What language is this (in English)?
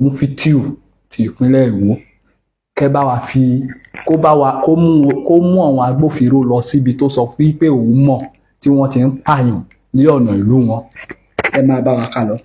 Yoruba